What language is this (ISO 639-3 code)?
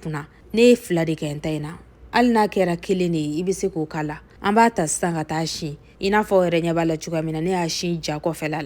bam